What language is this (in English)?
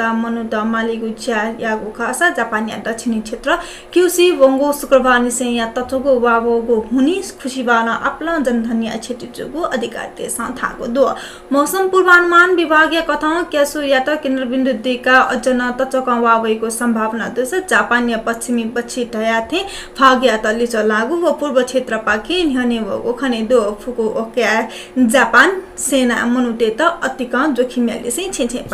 Newari